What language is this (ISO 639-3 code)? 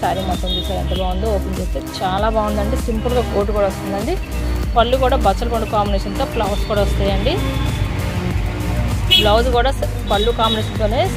tel